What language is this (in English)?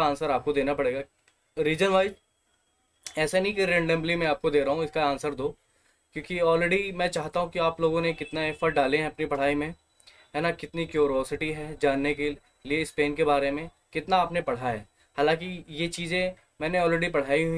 Hindi